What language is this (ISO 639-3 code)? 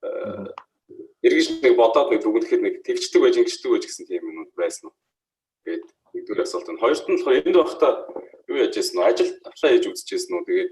mon